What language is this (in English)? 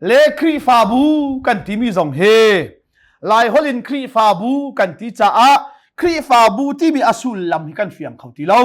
Hakha Chin